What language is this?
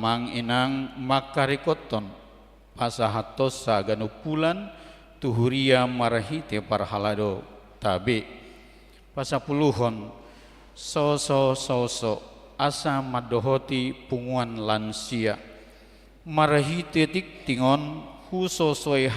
Batak Toba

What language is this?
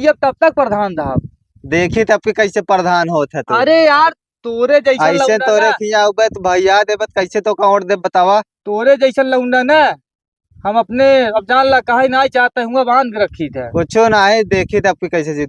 Awadhi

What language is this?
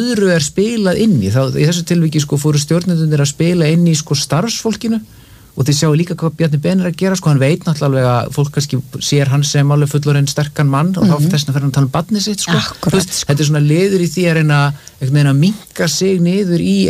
Icelandic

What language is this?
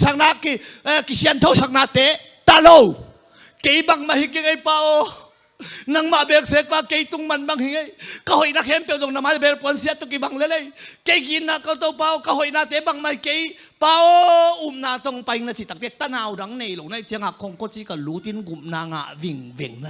Tedim Chin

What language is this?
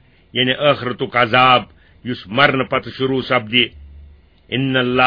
Kashmiri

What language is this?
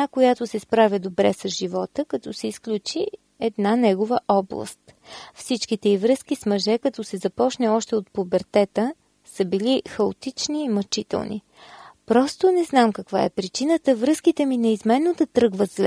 Bulgarian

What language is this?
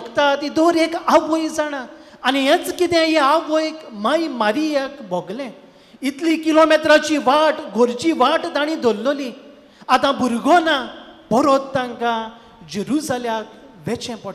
Konkani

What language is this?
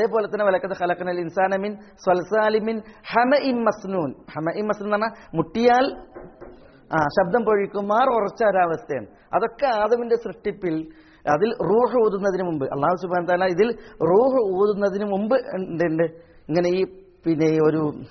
Malayalam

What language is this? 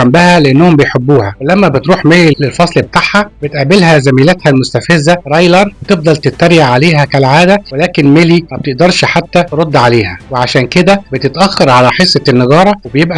Egyptian Arabic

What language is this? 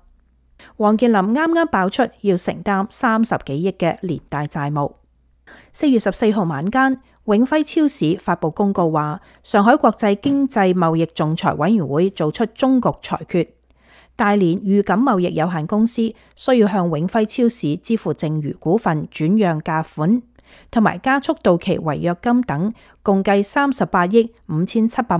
Cantonese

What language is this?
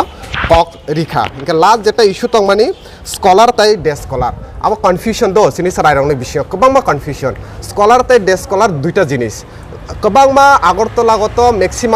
Kok Borok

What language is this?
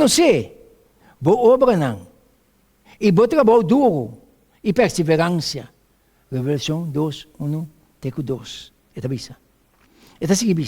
Papiamento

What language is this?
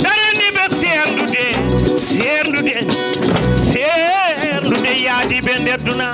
Fula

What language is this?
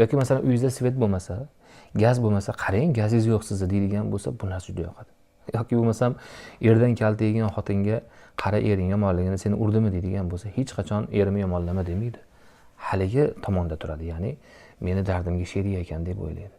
Uzbek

